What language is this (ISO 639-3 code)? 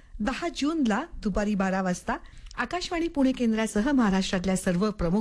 mar